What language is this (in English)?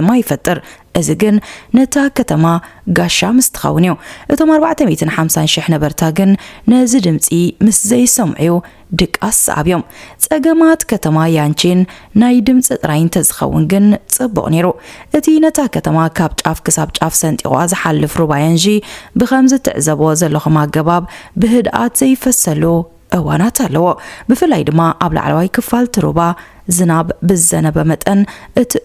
Tigrinya